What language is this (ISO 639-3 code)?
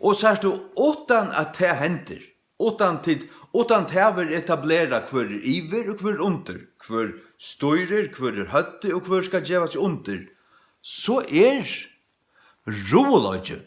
fao